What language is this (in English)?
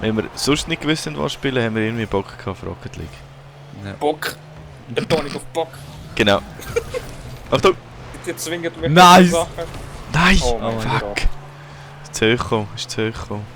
Swiss German